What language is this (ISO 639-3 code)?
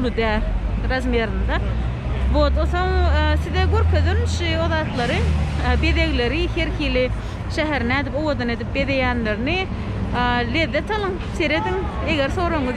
tuk